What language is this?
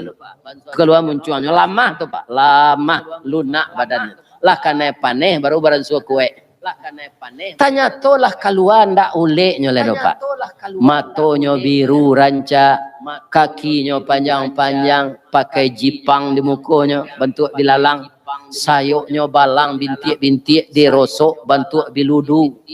Minangkabau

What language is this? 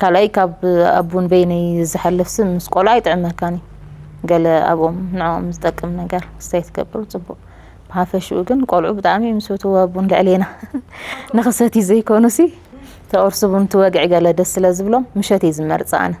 Tigrinya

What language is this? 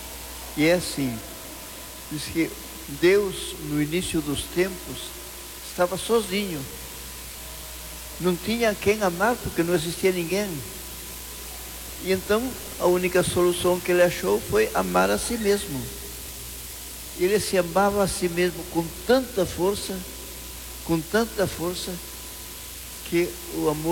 Portuguese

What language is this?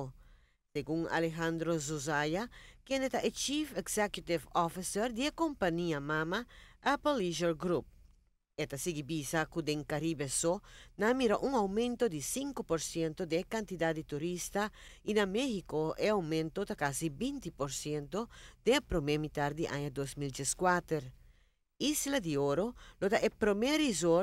Papiamento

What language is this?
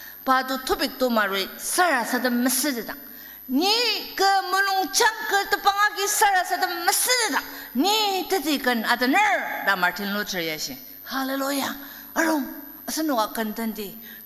Ao Naga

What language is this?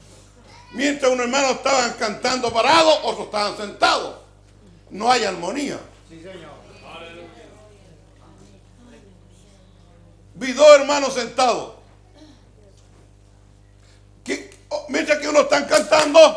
Spanish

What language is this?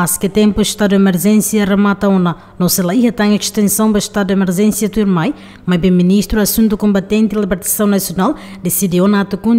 Tetum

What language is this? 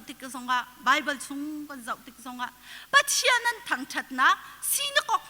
Hakha Chin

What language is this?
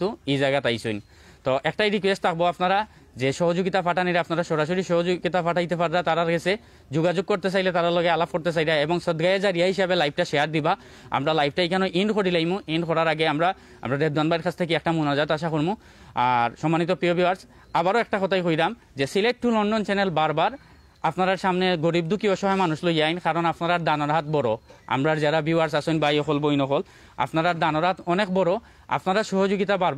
Sylheti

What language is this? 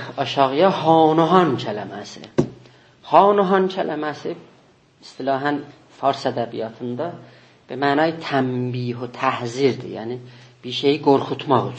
South Azerbaijani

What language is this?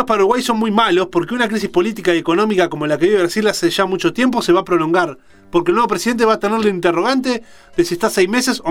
Spanish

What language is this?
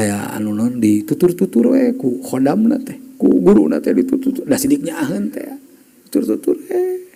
Sundanese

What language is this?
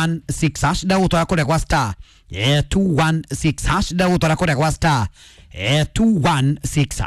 Kikuyu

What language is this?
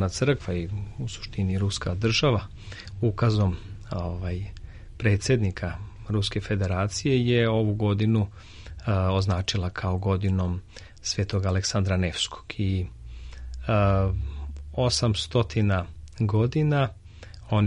Serbian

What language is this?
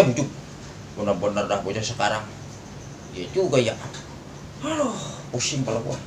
Betawi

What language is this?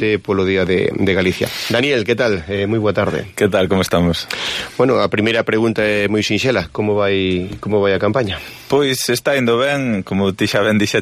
Galician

